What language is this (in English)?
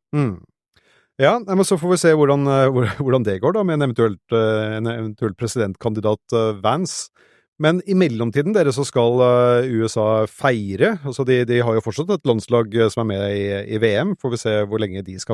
Norwegian